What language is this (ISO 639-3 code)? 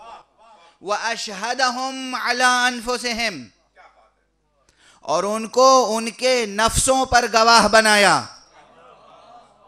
urd